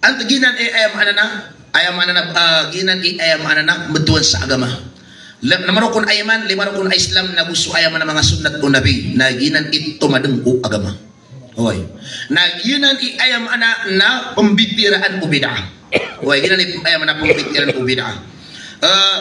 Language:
Maranao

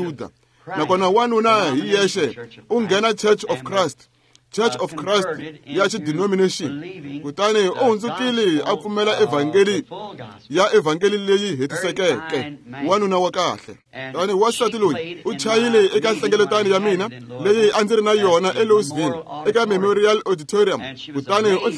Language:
Tsonga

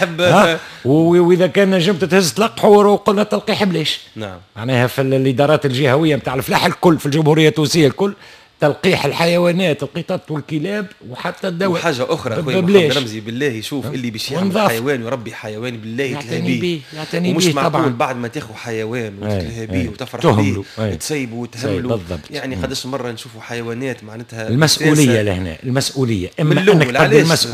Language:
Tunisian Arabic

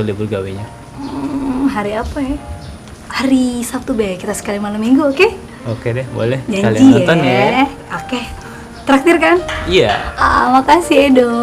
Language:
Musi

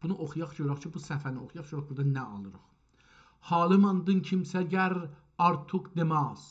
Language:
South Azerbaijani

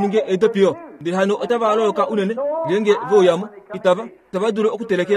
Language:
Kuanyama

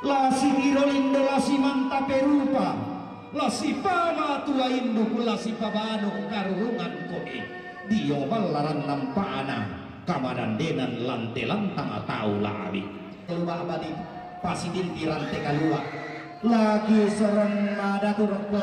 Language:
Toraja-Sa'dan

